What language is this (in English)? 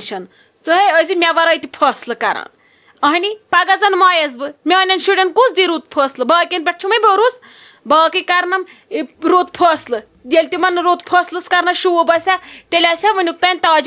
Kashmiri